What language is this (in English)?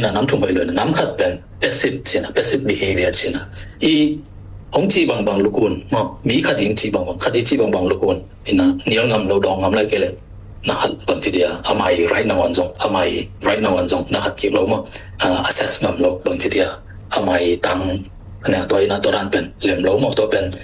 Tedim Chin